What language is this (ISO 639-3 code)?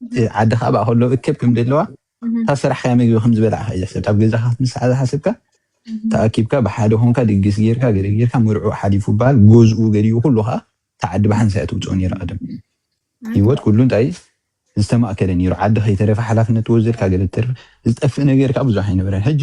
tir